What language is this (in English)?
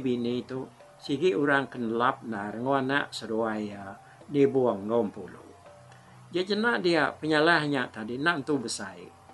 Iban